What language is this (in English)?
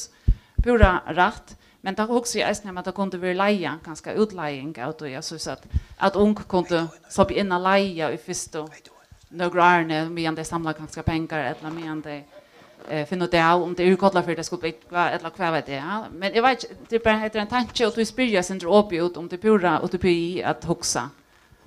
Faroese